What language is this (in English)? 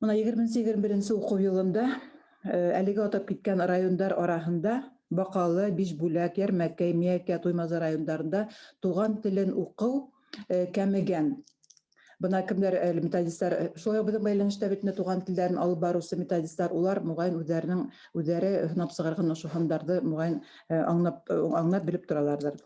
Bashkir